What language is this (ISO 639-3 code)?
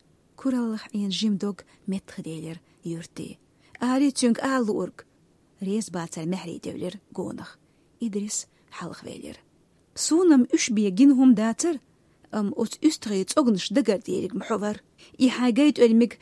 che